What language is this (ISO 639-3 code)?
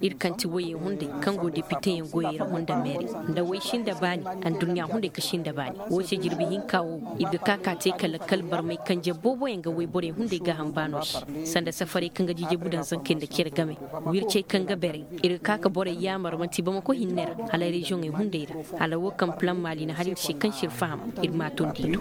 ses